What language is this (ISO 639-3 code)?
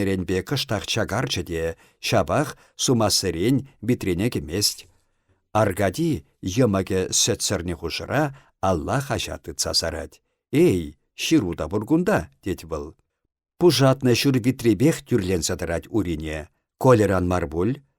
chv